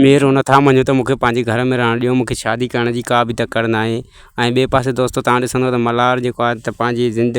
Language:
Sindhi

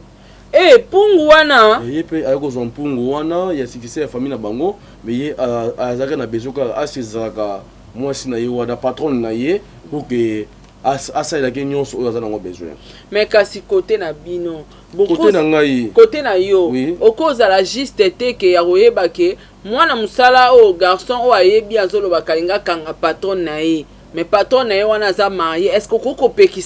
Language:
Lingala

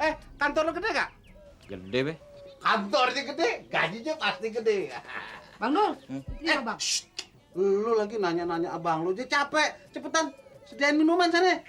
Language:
Betawi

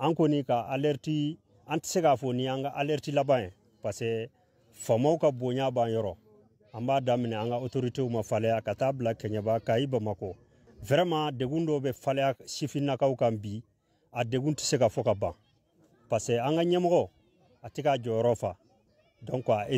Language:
Bambara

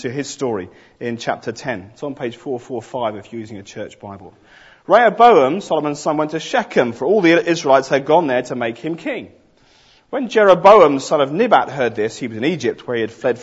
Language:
English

